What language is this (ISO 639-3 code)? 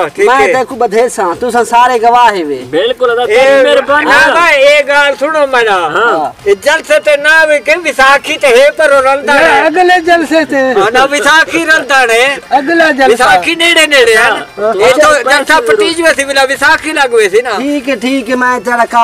skr